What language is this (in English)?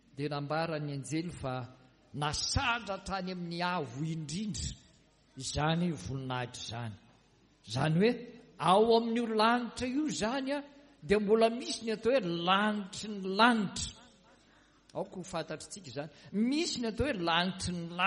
Malagasy